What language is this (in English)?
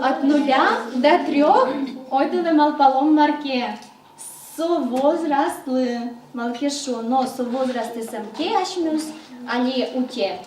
Udmurt